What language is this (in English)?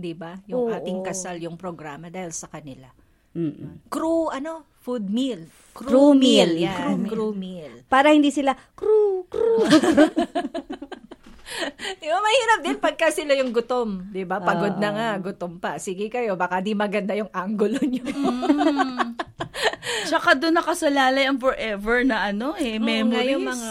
Filipino